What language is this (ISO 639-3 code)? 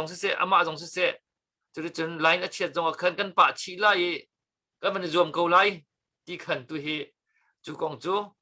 cnh